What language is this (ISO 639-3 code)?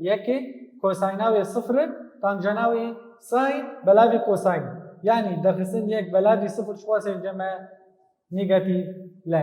kur